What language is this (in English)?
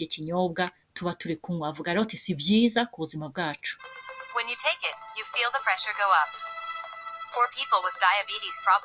Rundi